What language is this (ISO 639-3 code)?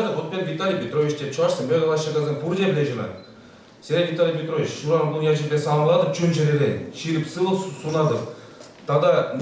chv